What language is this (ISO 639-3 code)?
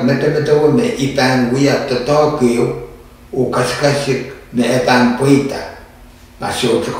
pon